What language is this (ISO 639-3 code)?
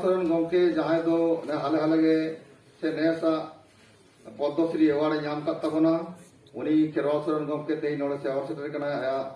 sat